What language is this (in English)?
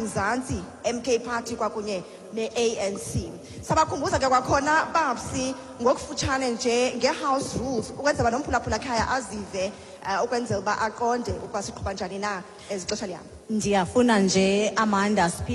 Xhosa